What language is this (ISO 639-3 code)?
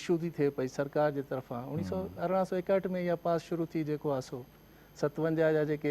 snd